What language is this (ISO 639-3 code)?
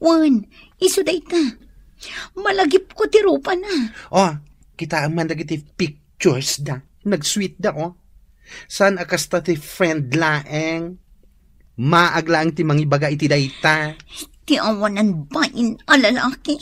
ilo